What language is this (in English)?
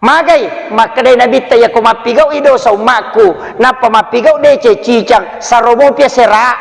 Buginese